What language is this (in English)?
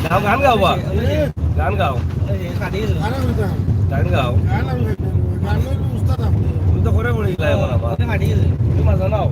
Sylheti